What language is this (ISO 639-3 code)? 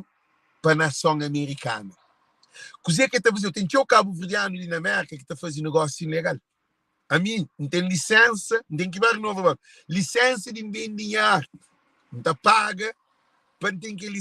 kea